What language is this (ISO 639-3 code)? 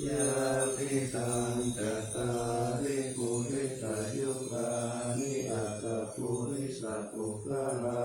pli